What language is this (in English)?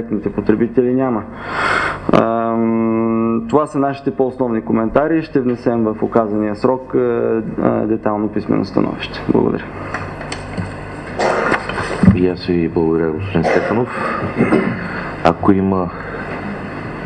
Bulgarian